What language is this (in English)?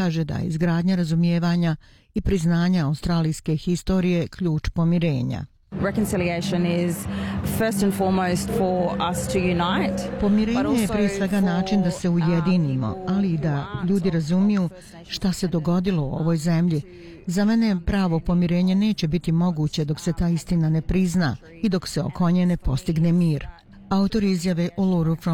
Bosnian